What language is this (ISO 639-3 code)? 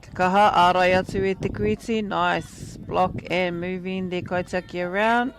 mri